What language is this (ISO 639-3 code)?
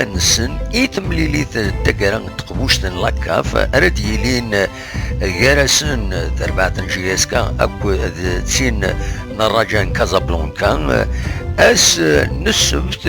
kab